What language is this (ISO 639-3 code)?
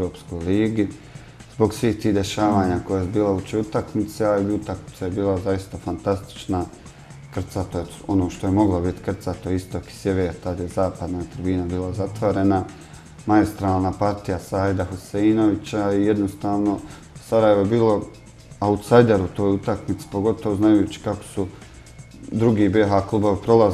bos